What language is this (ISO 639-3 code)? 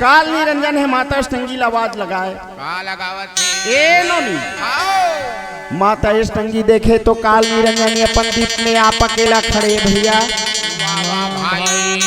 hne